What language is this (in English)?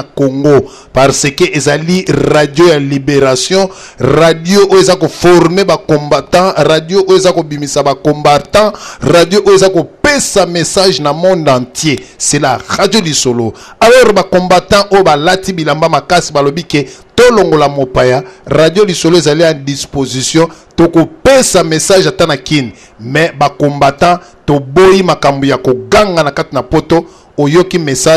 Lingala